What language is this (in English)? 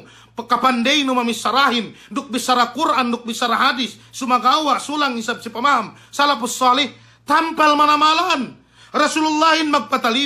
Yakan